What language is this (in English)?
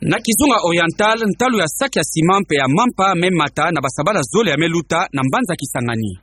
Kituba (Democratic Republic of Congo)